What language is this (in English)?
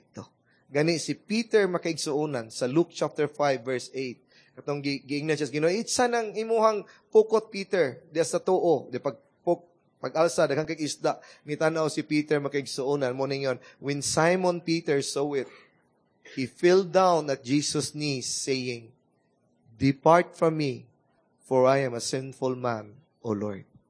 Cebuano